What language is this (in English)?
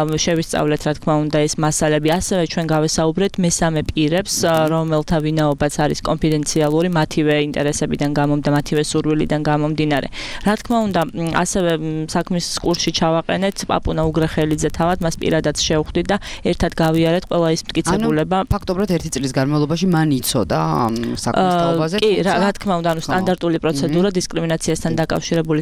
Georgian